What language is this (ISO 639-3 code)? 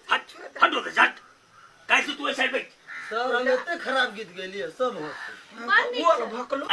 mai